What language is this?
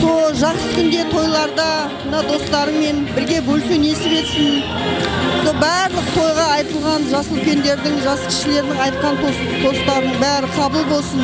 Kara-Kalpak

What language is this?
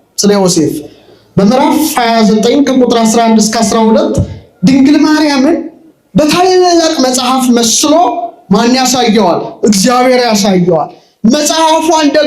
Amharic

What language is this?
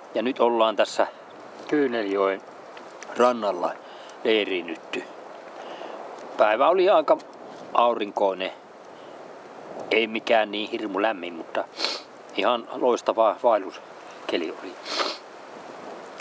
Finnish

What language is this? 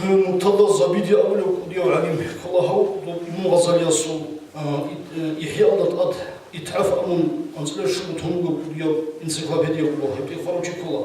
Avaric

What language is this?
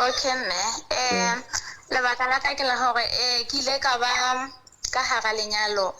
Southern Sotho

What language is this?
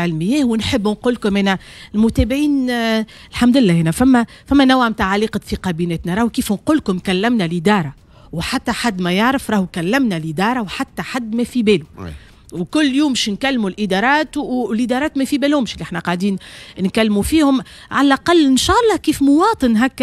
Tunisian Arabic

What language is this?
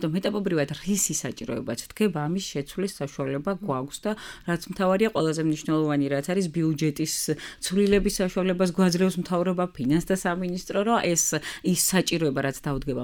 Georgian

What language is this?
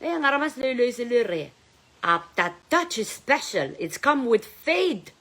Pohnpeian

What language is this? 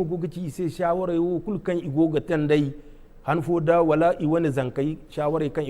Zarma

